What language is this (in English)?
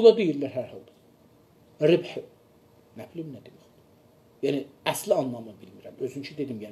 South Azerbaijani